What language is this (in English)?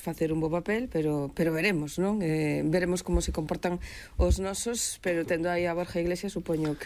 Galician